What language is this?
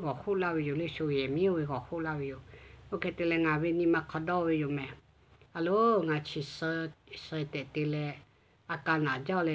Lahu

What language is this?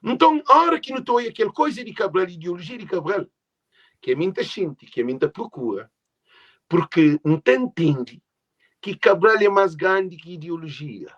Kabuverdianu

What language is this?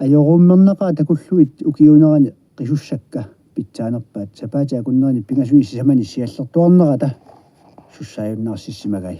Kalaallisut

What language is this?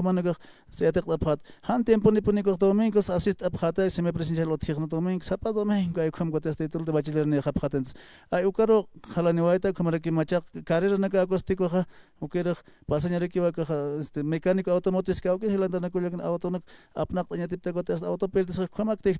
Aymara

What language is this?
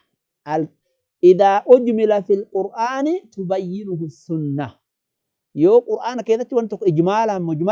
Oromo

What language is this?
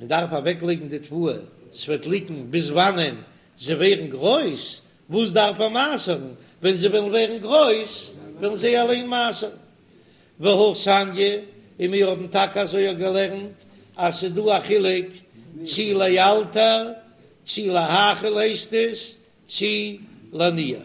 Yiddish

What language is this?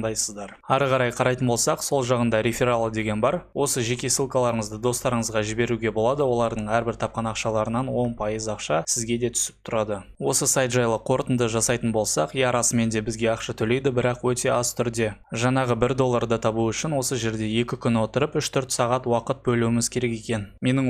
Kazakh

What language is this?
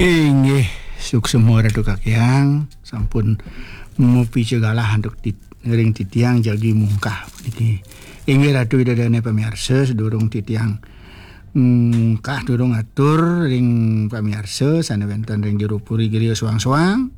Balinese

